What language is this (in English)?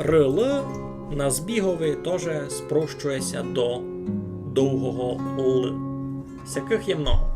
Rusyn